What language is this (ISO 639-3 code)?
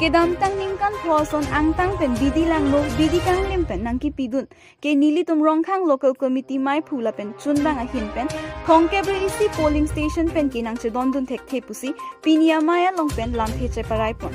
mjw